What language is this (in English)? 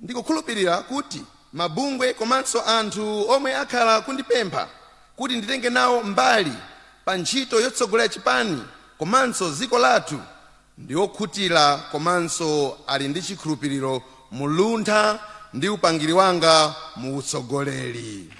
Nyanja